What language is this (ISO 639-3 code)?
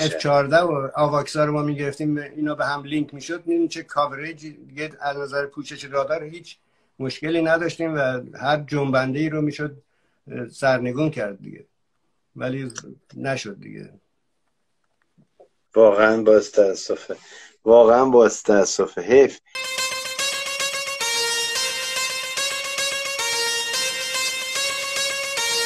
fas